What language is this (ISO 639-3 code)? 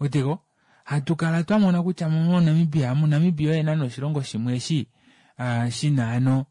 kua